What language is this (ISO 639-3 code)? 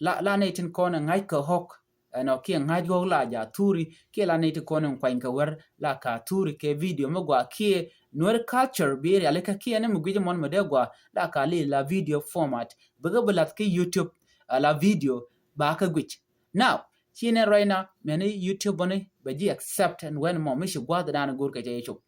nus